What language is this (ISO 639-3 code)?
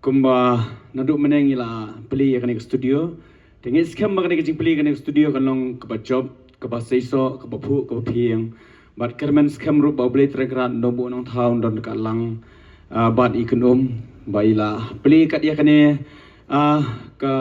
kha